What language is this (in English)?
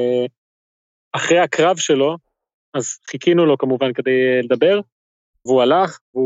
Hebrew